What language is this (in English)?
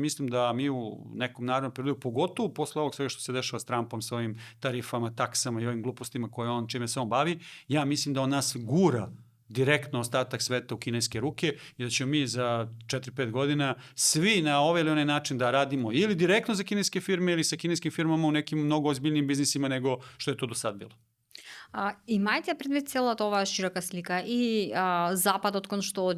Macedonian